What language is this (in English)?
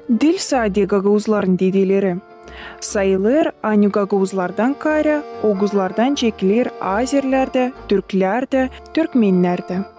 Gagauz